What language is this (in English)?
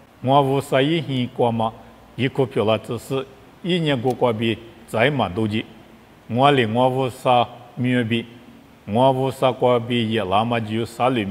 Lisu